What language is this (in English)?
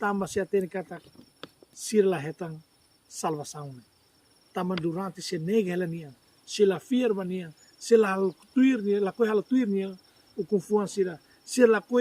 Tetum